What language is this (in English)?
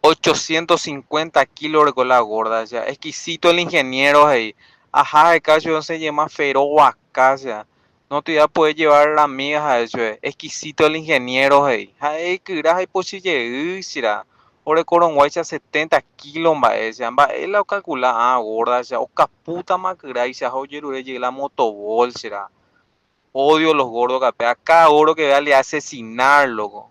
Guarani